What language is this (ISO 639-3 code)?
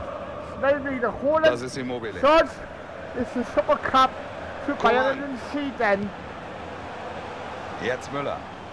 deu